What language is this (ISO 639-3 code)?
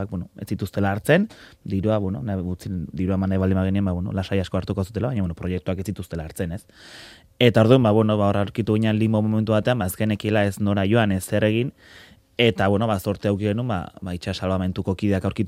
eus